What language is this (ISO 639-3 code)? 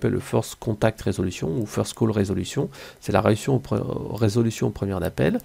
fra